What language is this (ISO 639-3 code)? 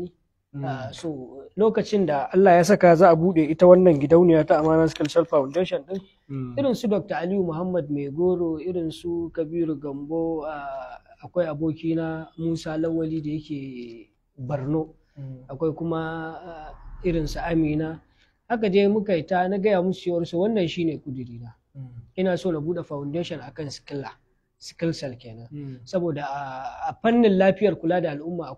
hau